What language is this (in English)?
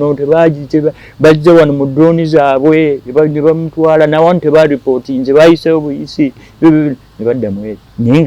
Ganda